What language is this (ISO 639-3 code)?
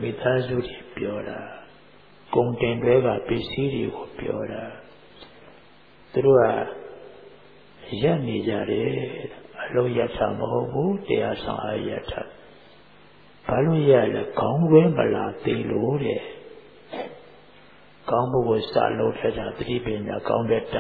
mya